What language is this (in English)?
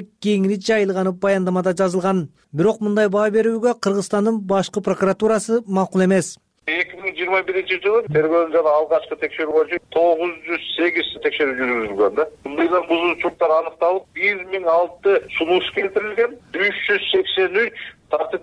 Kyrgyz